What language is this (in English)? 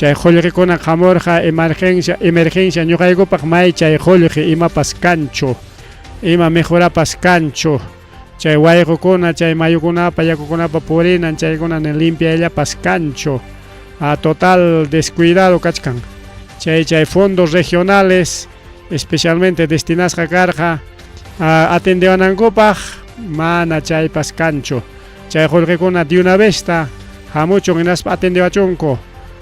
Ayacucho Quechua